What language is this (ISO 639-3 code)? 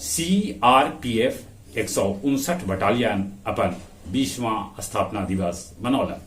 mag